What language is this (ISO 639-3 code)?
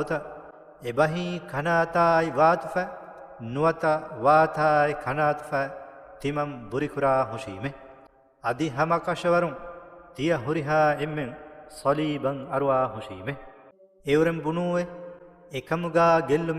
div